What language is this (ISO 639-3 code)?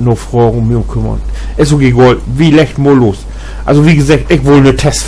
nds